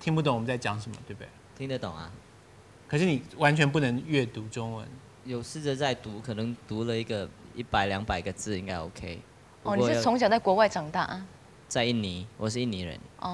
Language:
Chinese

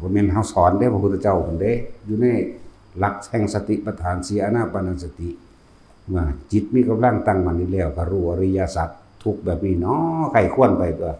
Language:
Northeastern Thai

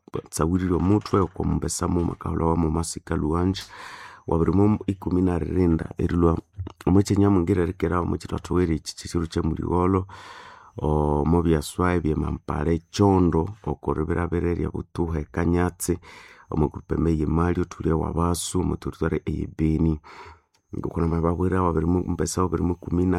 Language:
Nande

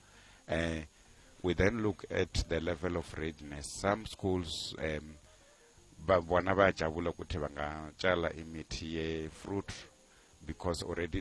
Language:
South Ndebele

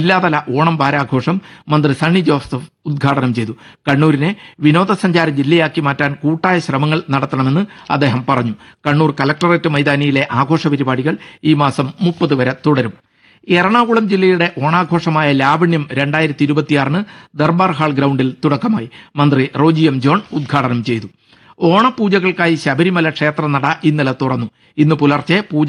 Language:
Malayalam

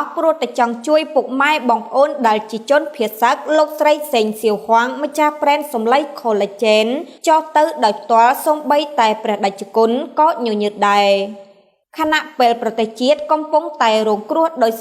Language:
Khmer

